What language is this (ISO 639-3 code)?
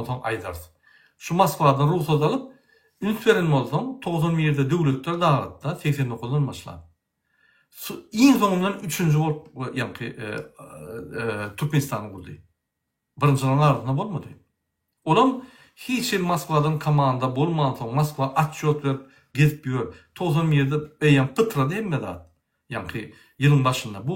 tuk